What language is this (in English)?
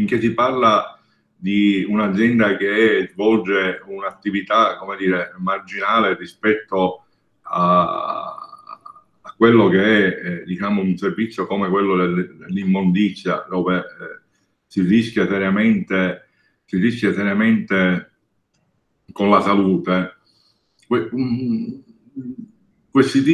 Italian